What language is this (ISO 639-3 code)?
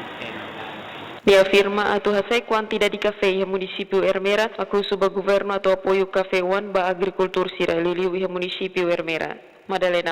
tet